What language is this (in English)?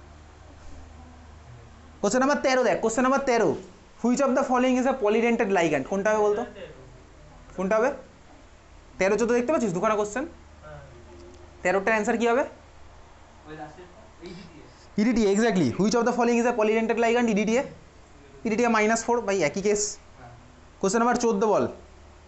Bangla